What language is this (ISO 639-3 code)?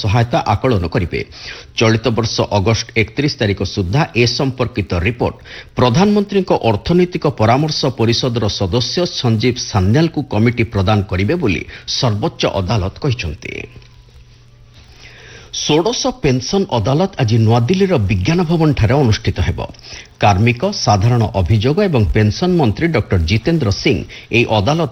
ori